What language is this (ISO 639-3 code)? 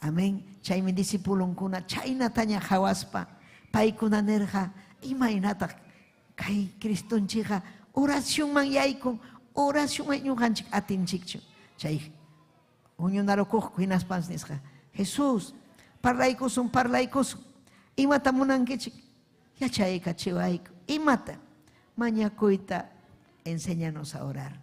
quy